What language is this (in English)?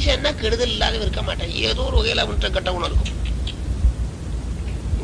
Tamil